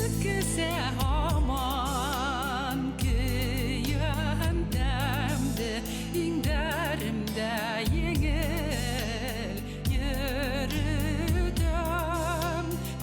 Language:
Bashkir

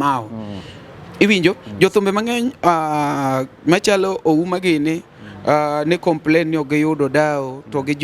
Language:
Luo (Kenya and Tanzania)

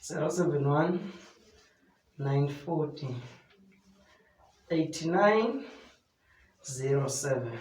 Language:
Zulu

